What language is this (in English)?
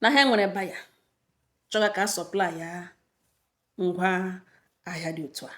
Igbo